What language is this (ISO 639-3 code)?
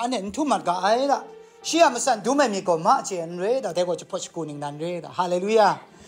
kac